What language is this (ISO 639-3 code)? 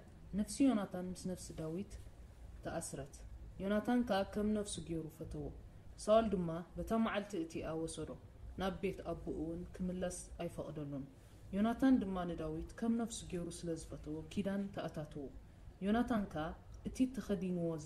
tir